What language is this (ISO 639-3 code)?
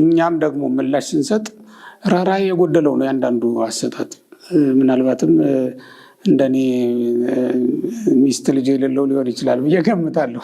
amh